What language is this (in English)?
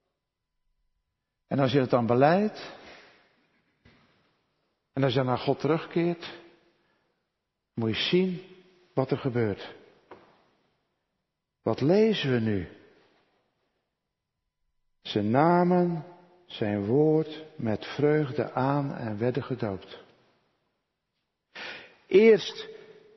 Dutch